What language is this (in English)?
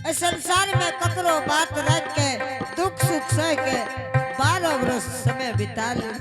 Angika